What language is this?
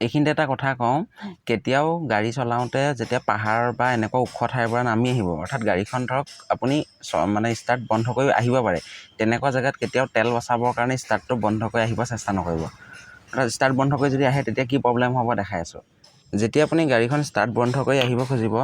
Assamese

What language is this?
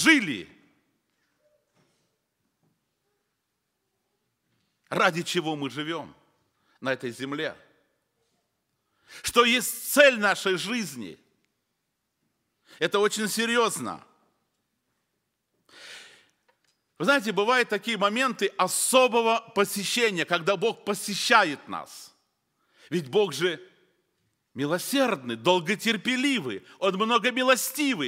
Russian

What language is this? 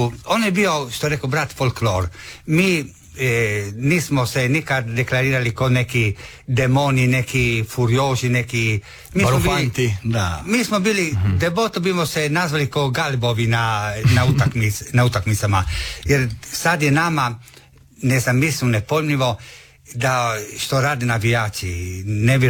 Croatian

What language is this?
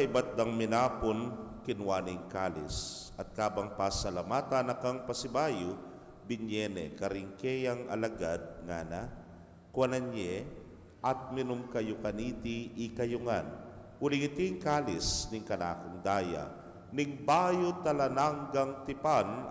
Pampanga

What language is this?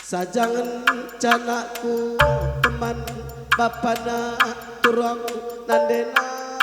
Batak Karo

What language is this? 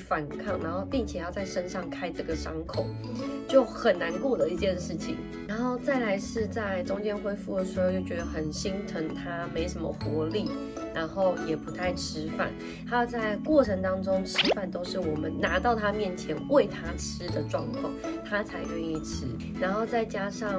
Chinese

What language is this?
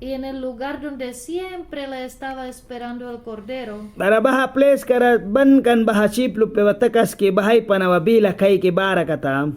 Mískito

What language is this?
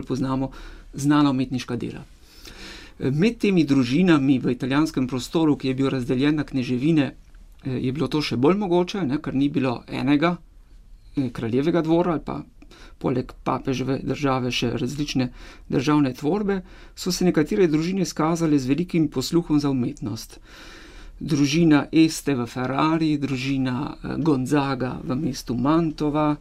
Slovenian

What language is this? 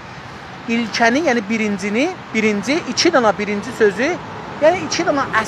South Azerbaijani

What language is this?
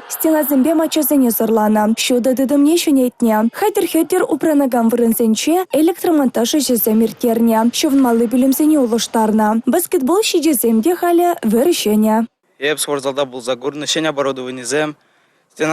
Chuvash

